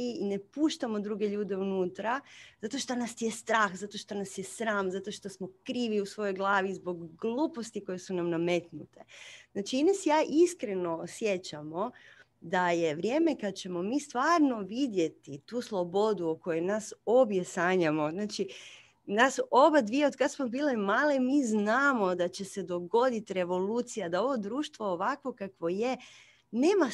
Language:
Croatian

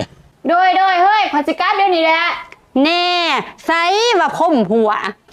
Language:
Lao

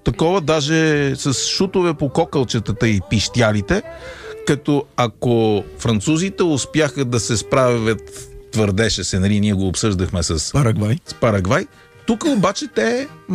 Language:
Bulgarian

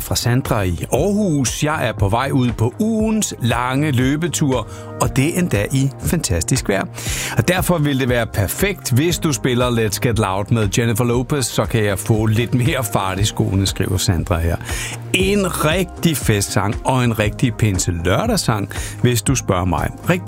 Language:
Danish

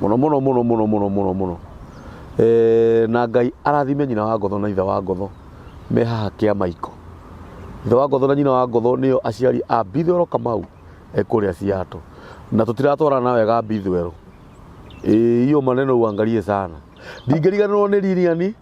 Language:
Kikuyu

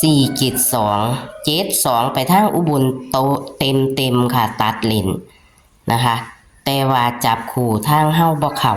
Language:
Northeastern Thai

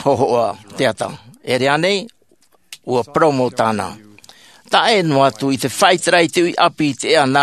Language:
Tahitian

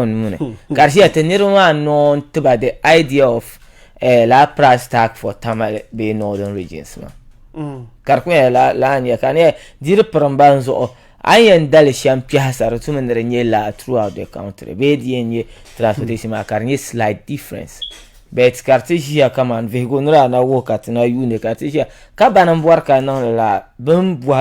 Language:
Dagbani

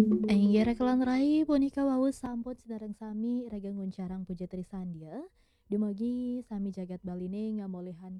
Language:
Balinese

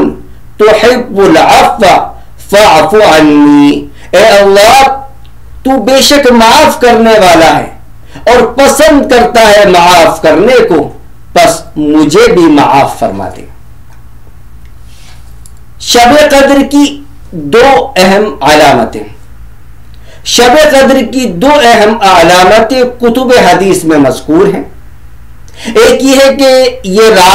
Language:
Urdu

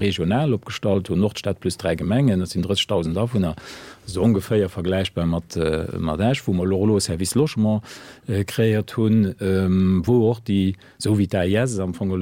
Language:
Luxembourgish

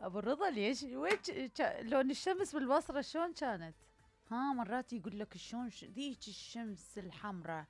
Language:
Mesopotamian Arabic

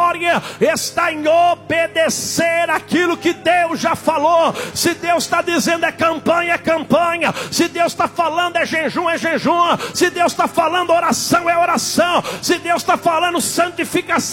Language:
Portuguese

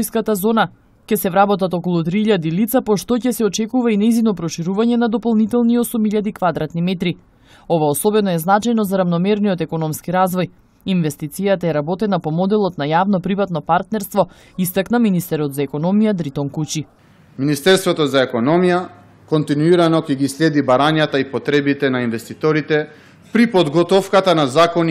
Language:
Macedonian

